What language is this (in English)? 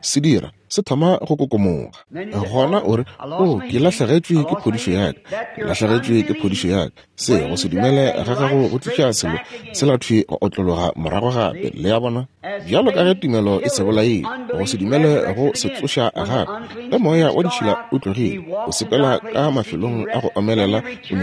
Northern Sotho